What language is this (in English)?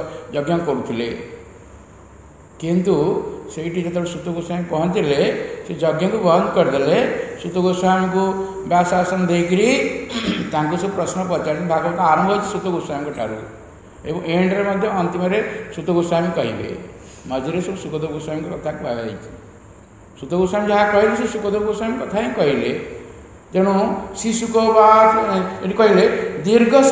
Odia